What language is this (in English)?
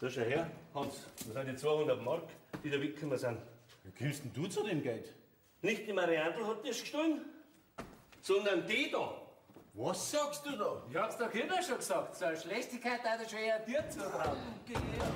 Bavarian